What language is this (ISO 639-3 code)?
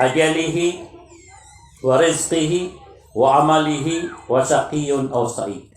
mrw